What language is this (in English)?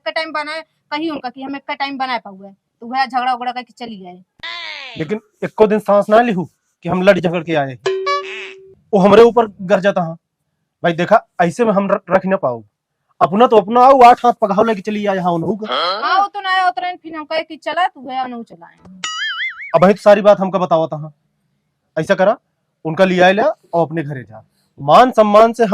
Awadhi